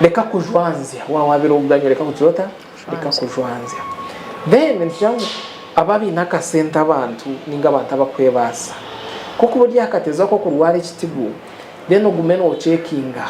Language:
Nyankole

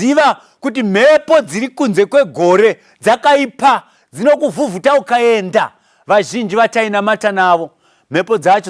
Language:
Shona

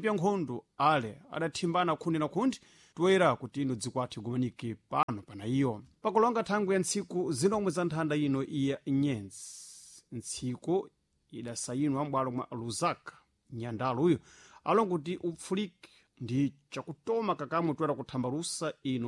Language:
Sena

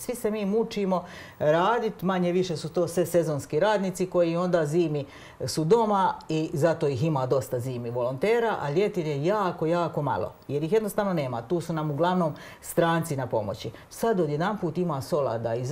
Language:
Croatian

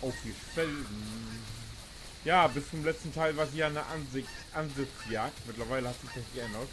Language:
Low German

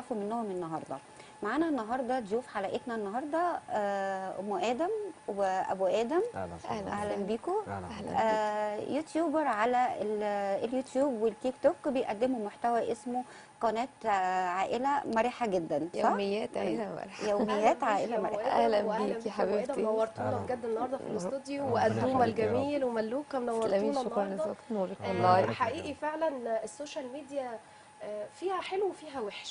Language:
Egyptian Arabic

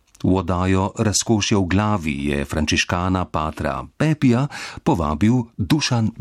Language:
Slovenian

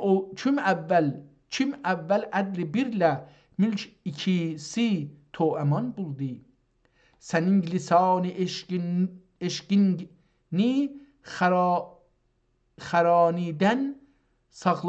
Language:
South Azerbaijani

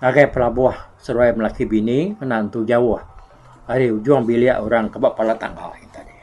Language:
Iban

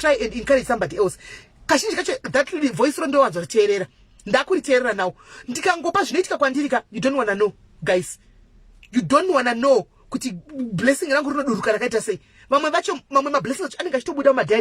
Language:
Shona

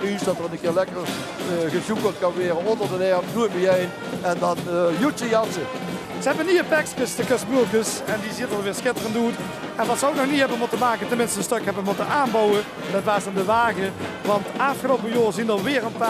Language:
Limburgish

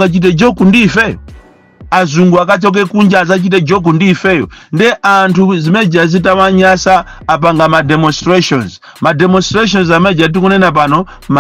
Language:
Nyanja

